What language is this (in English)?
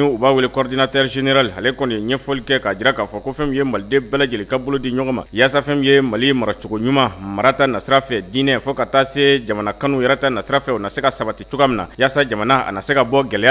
Bambara